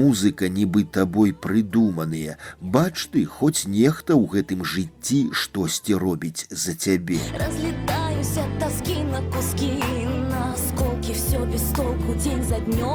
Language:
Belarusian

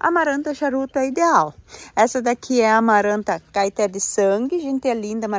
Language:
Portuguese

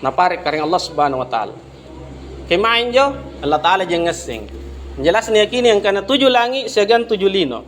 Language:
Makasar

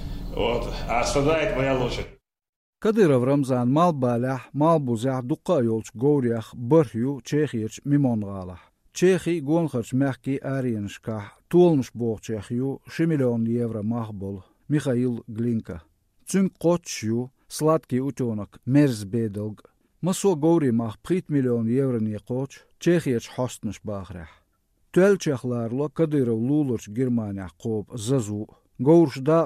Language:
Chechen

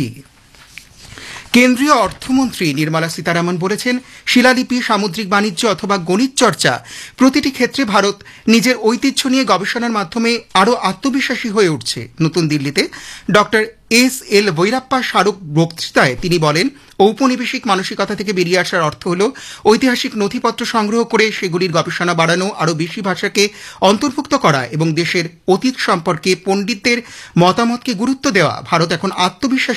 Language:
Bangla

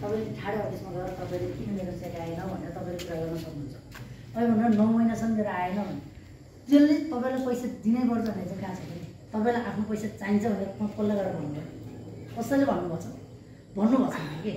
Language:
Nepali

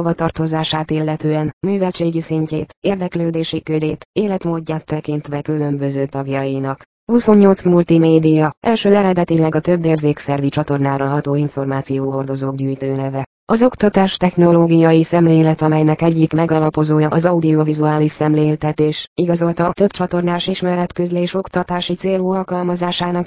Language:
Hungarian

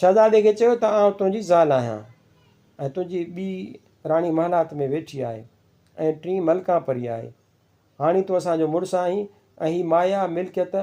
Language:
Sindhi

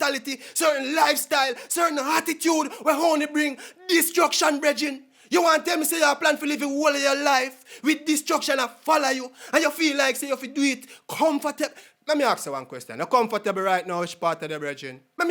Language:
Jamaican Creole English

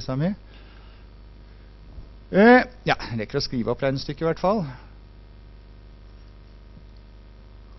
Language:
Norwegian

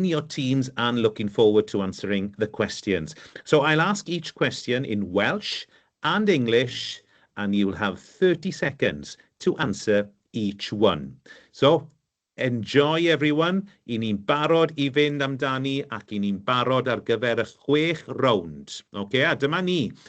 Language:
Welsh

